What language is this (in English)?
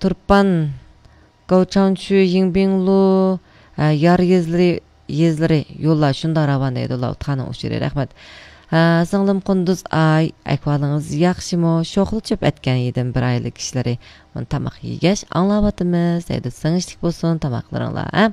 Uyghur